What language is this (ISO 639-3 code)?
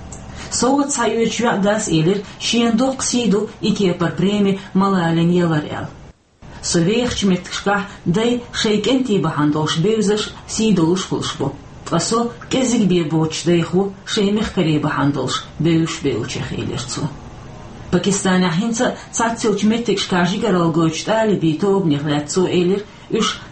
che